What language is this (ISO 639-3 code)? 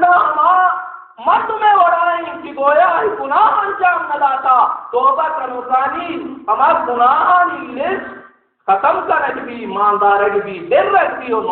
bal